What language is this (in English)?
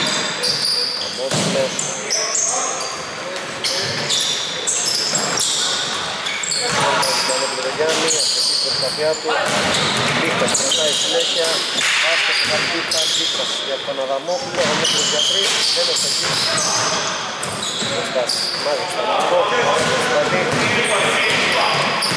Greek